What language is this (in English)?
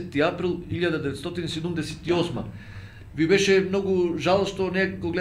Macedonian